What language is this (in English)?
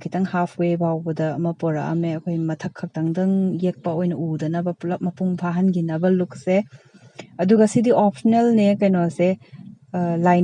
Manipuri